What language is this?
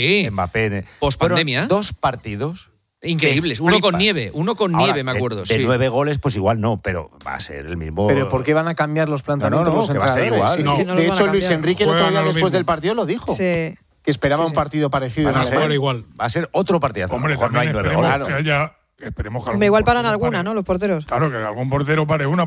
Spanish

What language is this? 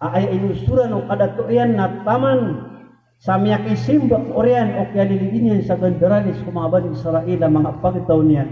Maranao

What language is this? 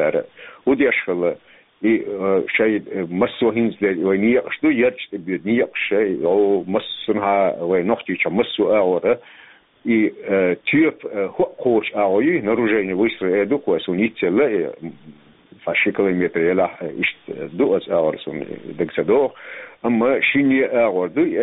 Chechen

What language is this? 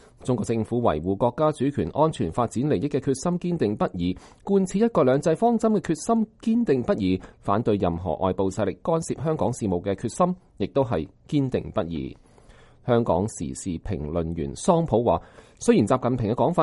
Cantonese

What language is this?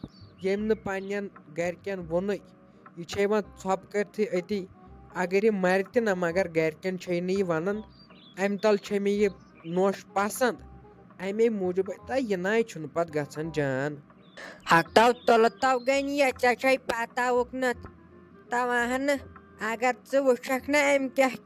Kashmiri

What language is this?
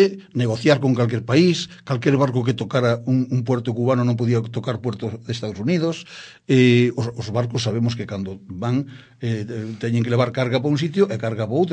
Galician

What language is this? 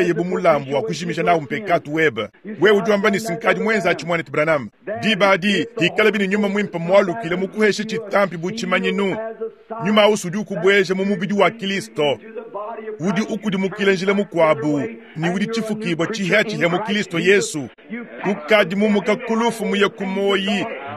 Luba-Lulua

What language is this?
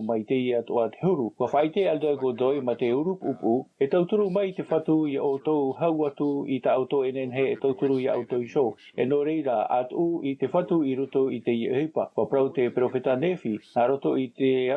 Tahitian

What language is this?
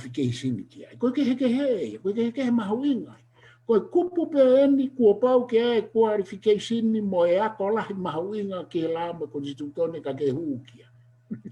Tongan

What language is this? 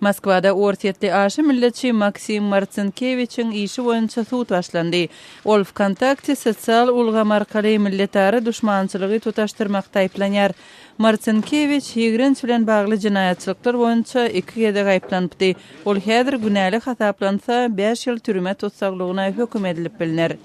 Turkmen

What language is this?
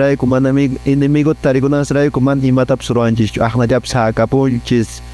Quechua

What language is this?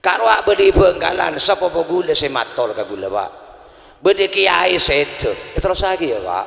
Madurese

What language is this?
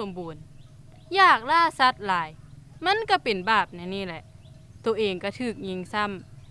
Lao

